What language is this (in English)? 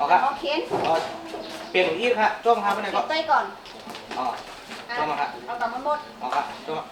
Shan